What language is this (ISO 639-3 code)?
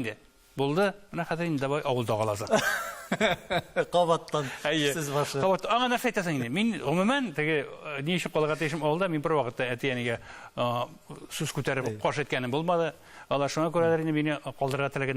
tat